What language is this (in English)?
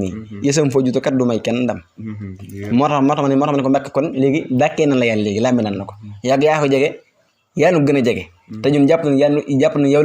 Wolof